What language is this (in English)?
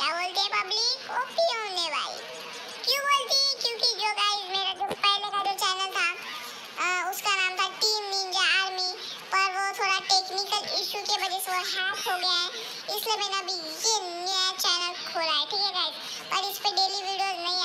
Hindi